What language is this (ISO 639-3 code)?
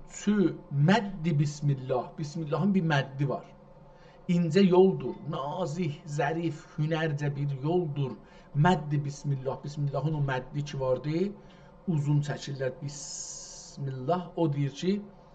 azb